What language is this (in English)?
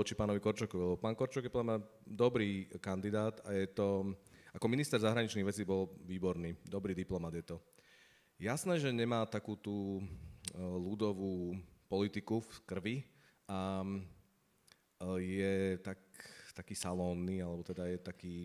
Slovak